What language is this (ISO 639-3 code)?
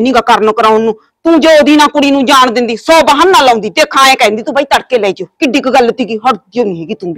pan